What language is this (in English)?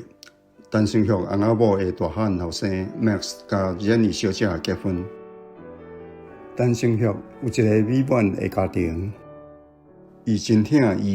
Min Nan Chinese